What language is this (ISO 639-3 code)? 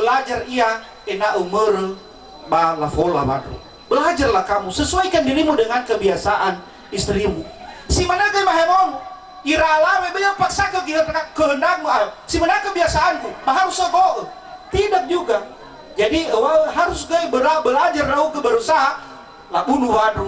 nia